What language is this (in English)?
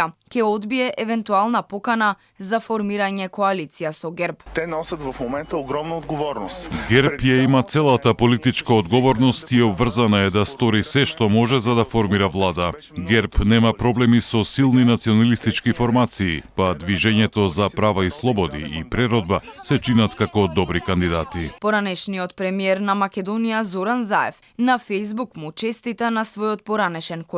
Macedonian